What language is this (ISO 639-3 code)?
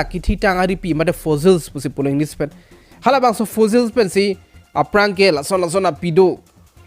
mjw